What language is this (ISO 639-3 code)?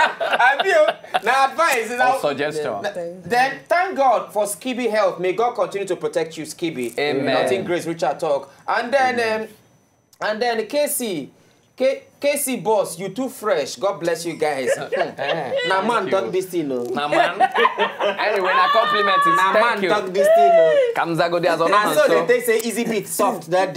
pcm